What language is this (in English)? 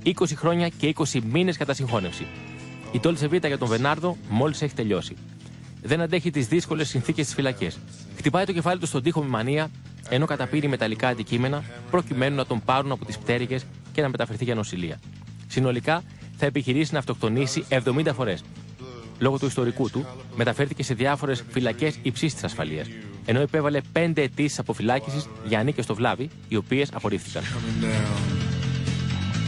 Greek